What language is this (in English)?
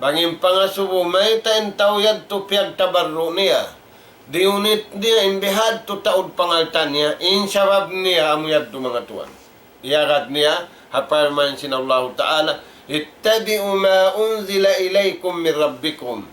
Tausug